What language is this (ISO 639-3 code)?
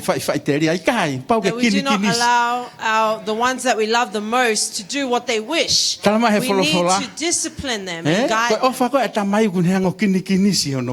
ton